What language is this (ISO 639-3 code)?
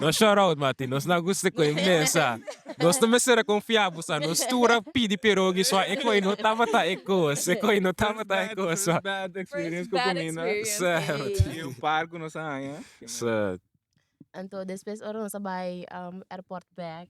pap